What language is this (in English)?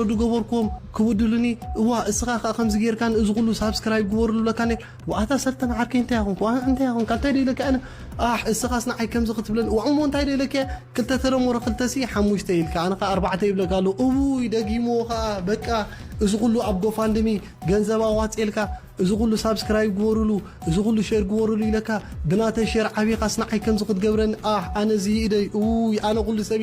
Tigrinya